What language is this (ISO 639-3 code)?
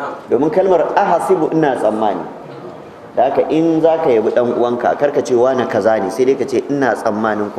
hau